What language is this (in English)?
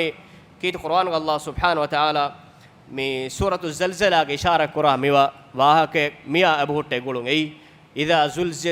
Divehi